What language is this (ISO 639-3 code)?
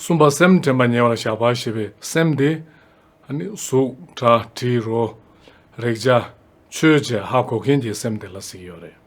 bod